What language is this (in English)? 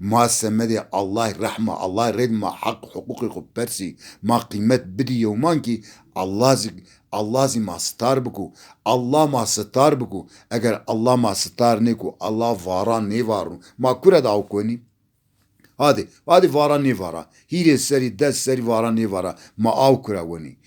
Zaza